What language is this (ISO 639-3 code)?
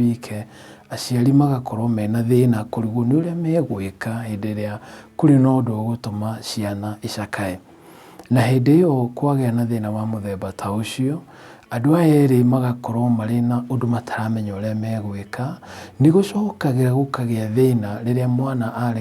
kik